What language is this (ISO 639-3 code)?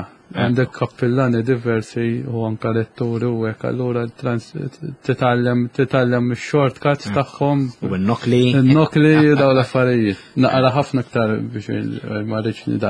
mlt